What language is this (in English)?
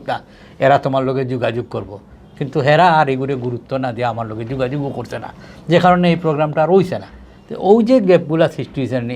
Sylheti